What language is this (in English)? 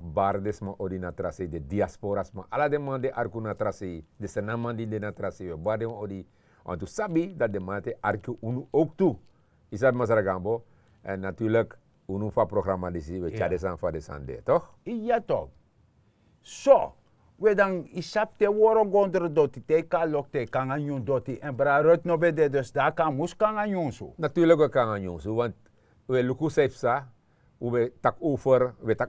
Sranan Tongo